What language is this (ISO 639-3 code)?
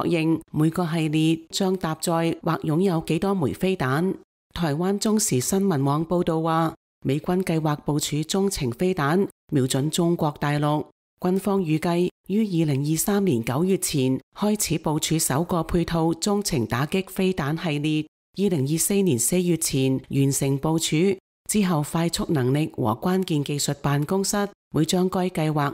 yue